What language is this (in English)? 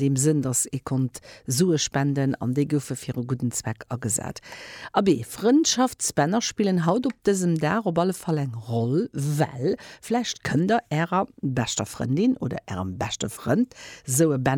Luxembourgish